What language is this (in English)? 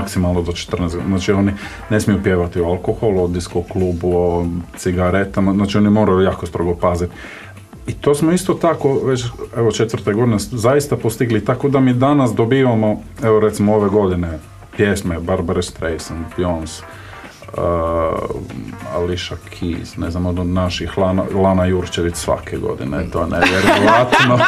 Croatian